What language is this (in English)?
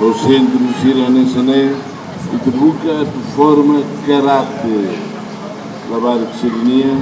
Tetum